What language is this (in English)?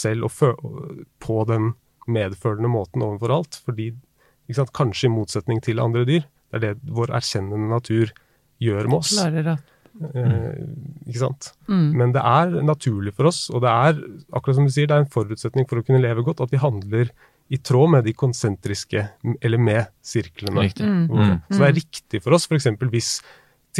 Norwegian